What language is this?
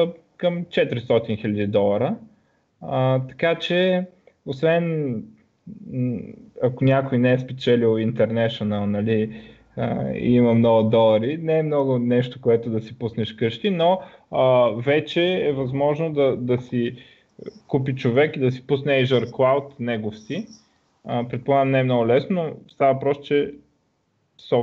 Bulgarian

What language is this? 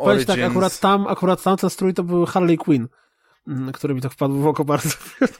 Polish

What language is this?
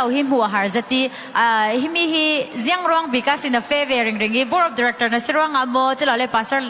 Falam Chin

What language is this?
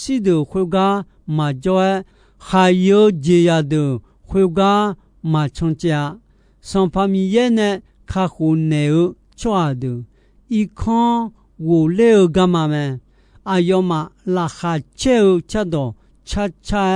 Akha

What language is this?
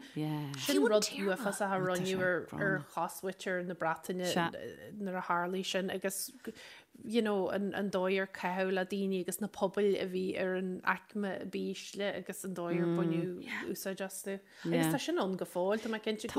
Irish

